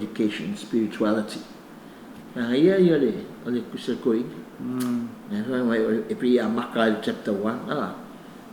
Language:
Samoan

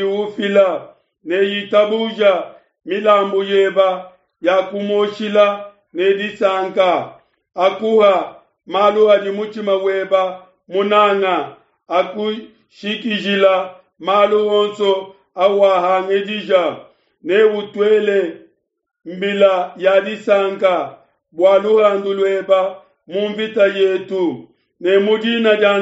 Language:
Luba-Lulua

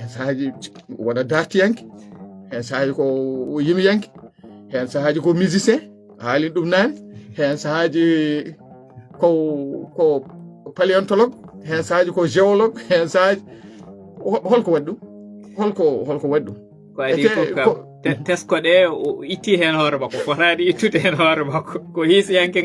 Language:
Fula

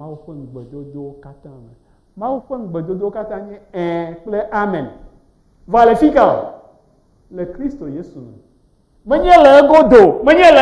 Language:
Ewe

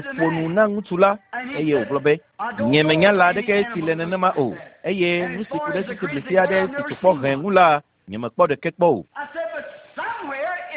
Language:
Ewe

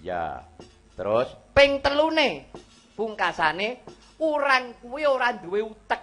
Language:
Javanese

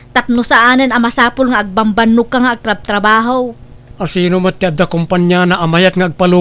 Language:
Iloko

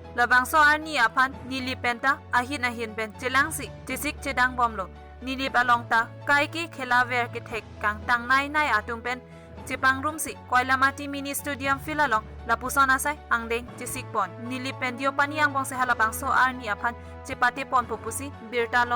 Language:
Karbi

